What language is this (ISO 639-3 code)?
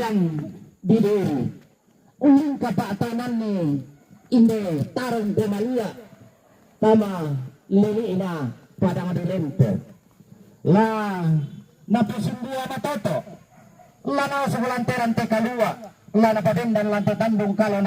sda